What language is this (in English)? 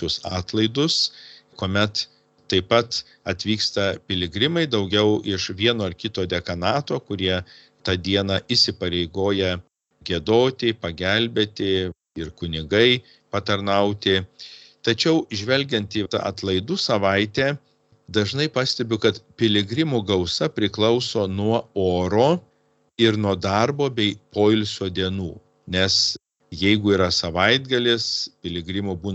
Lithuanian